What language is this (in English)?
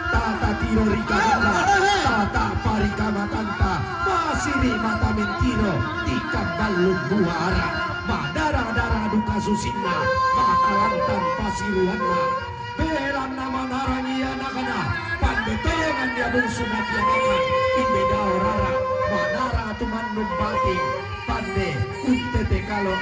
Toraja-Sa'dan